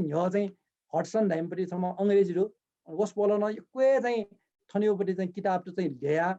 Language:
Newari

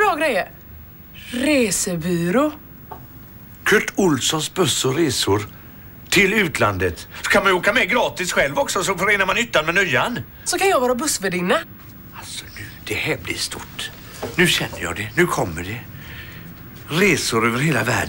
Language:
Swedish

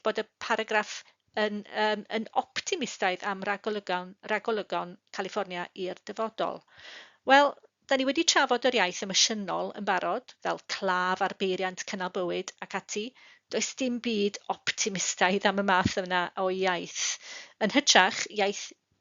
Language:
Welsh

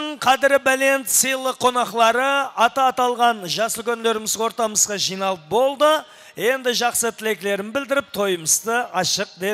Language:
Kara-Kalpak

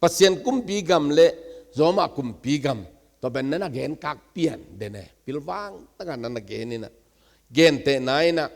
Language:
Tedim Chin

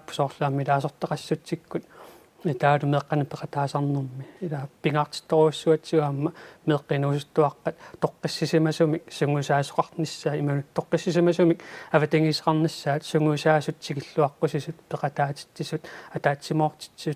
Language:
Kalaallisut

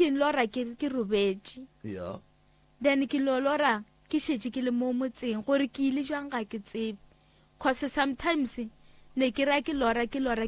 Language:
Northern Sotho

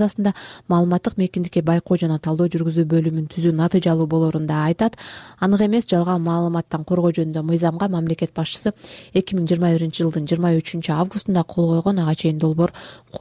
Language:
Kyrgyz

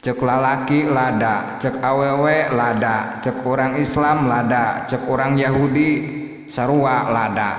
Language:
Sundanese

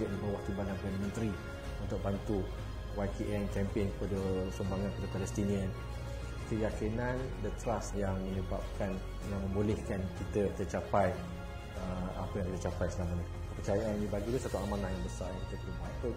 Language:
Malay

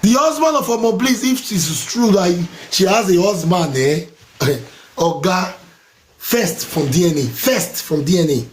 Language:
Nigerian Pidgin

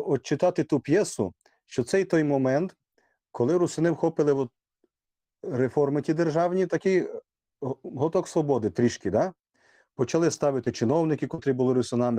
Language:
Rusyn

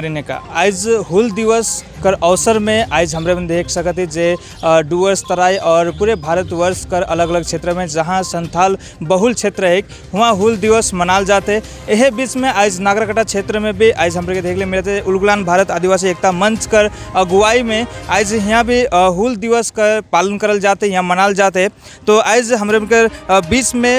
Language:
Sadri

